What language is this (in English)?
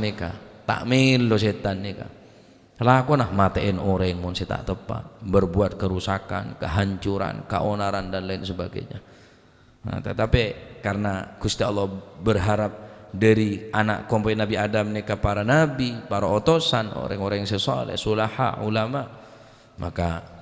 Madurese